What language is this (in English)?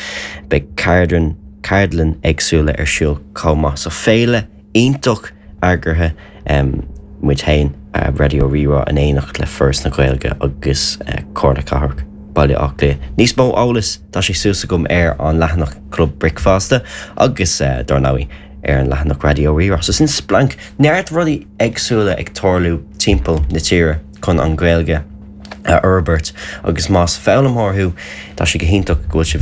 Irish